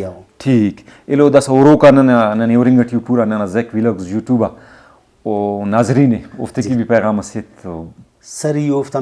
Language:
Brahui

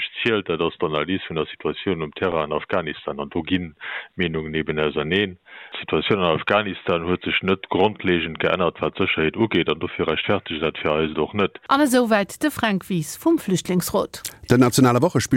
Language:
Luxembourgish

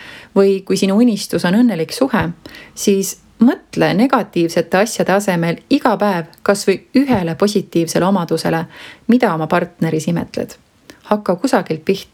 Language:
Estonian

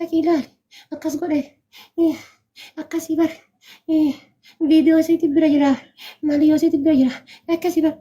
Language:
Oromo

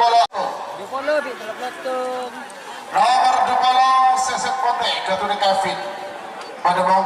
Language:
Madurese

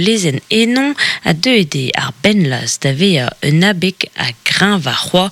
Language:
Breton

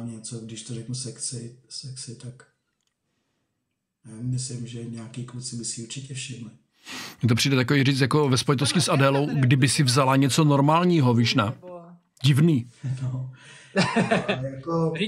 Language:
Czech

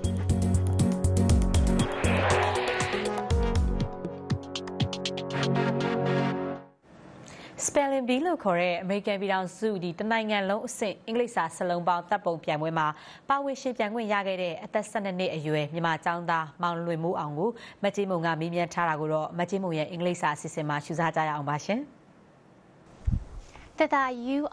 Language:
Burmese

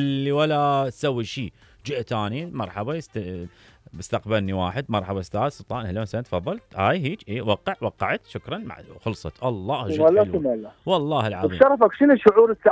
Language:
Mesopotamian Arabic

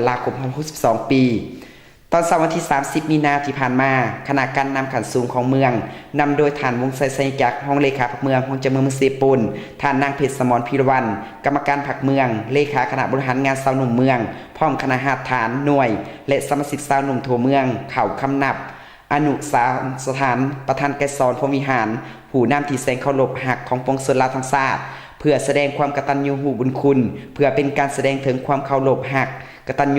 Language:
Lao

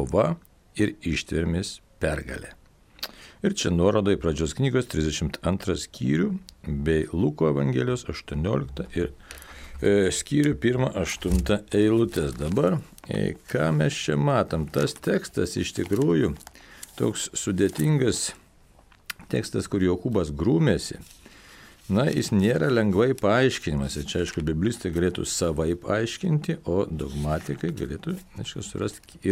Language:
Lithuanian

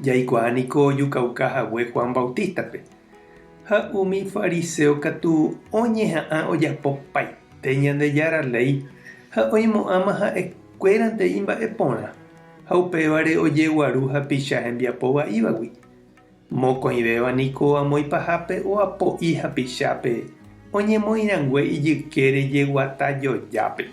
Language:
Guarani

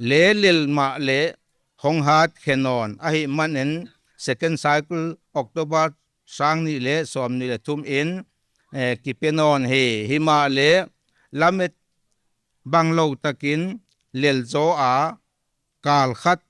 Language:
Paite Chin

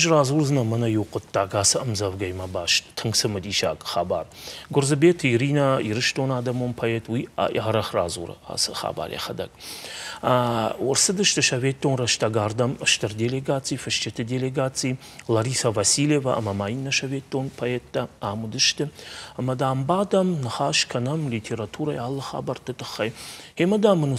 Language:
Ossetic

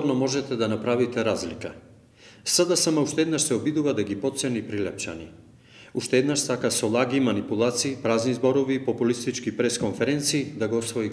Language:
Macedonian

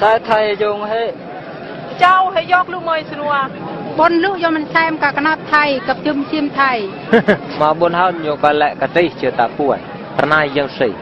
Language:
Eastern Bru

